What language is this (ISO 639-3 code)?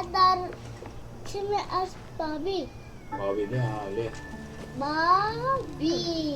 kur